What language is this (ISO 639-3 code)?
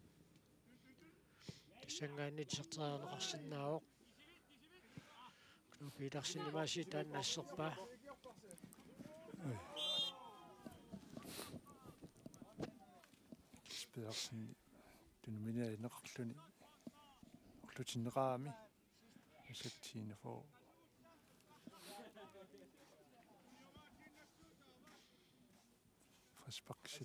kal